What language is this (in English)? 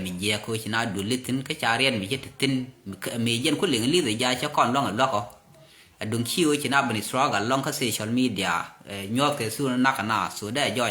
Nuer